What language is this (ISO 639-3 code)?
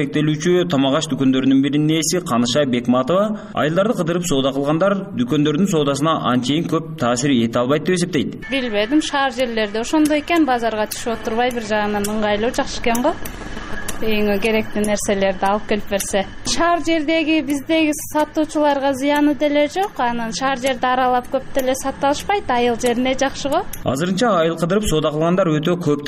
kir